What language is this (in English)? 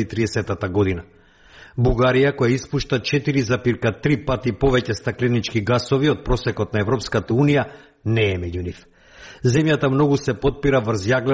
Macedonian